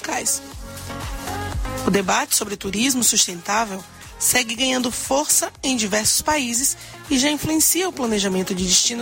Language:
Portuguese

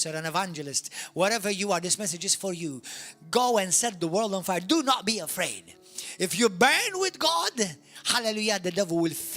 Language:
English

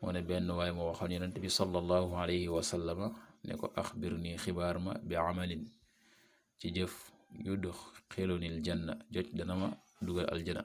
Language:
Wolof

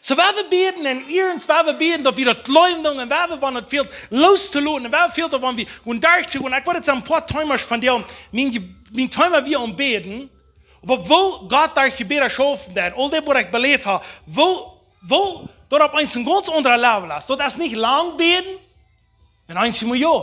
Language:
Plautdietsch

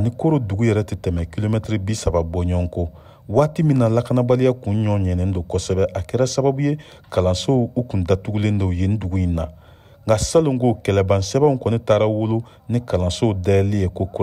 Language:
Bambara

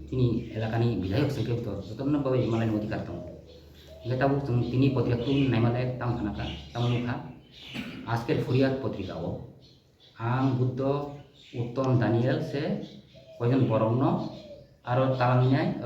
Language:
Kok Borok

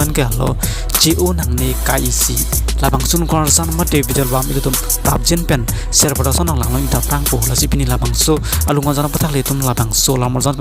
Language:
Karbi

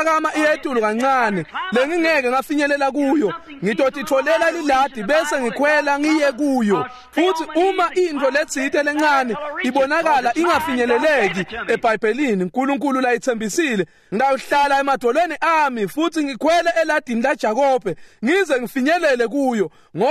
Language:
Swati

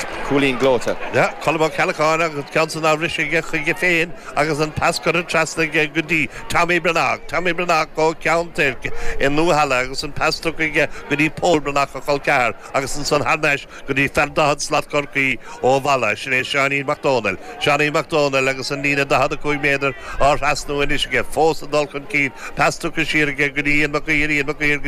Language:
Irish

